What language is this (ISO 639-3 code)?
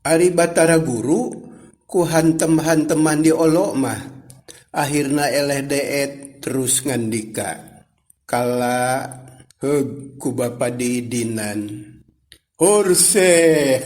sun